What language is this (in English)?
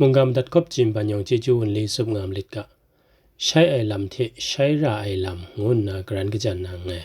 Kachin